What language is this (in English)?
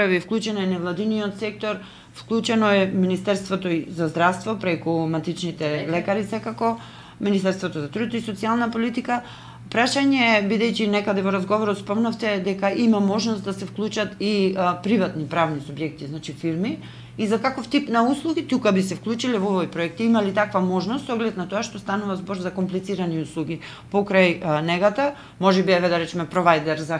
Macedonian